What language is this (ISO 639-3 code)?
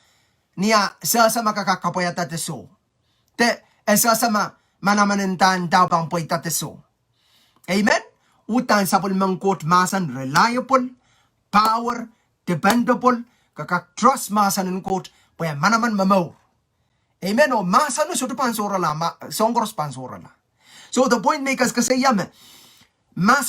pon